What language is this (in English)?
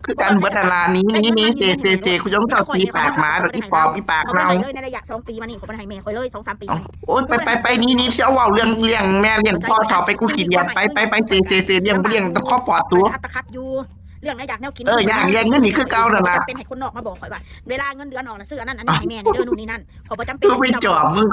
Northeastern Thai